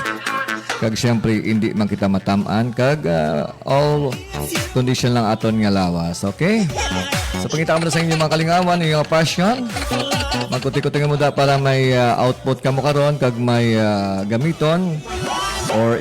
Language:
Hiligaynon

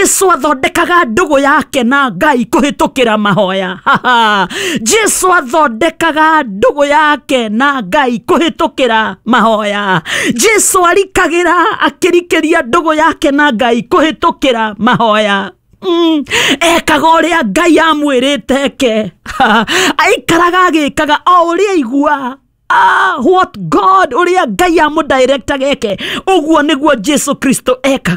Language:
Kikuyu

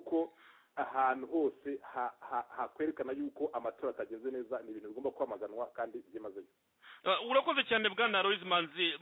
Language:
Kinyarwanda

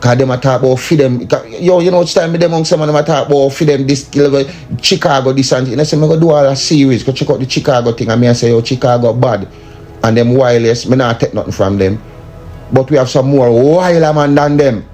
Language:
Jamaican Creole English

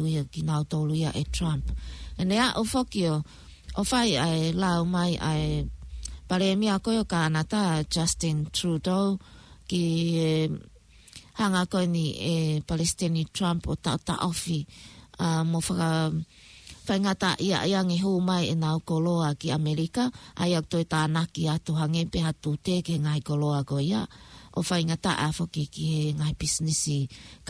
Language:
Tongan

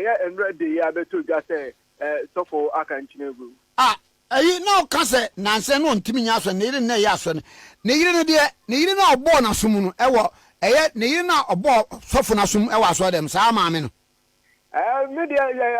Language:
Akan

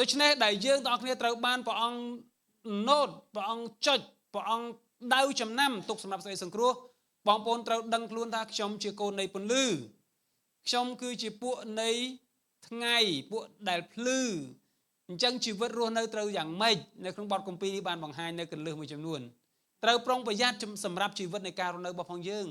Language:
Khmer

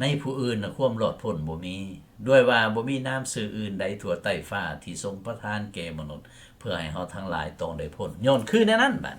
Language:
Lao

